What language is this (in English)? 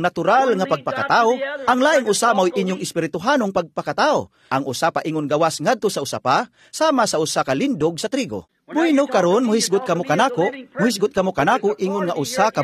Cebuano